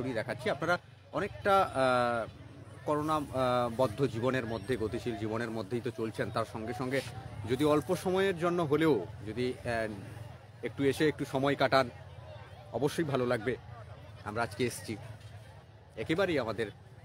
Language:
Bangla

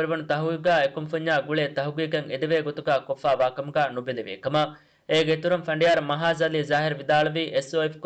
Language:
Divehi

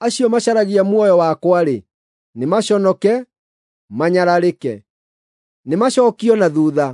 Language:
Kikuyu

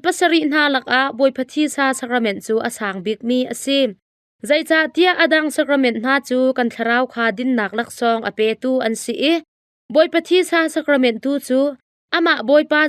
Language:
Hakha Chin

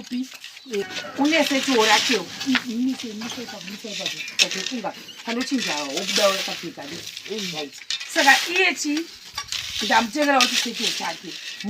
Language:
Shona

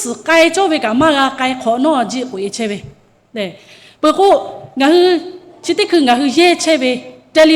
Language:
Lahu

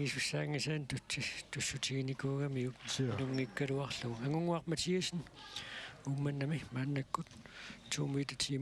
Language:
Kalaallisut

